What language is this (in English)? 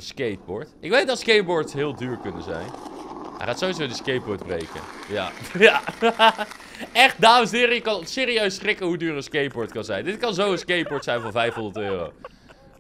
Dutch